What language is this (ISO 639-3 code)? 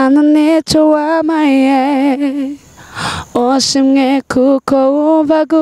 kin